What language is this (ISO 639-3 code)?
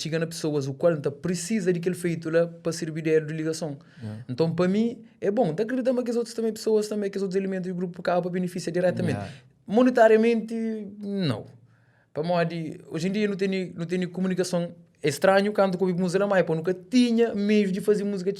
kea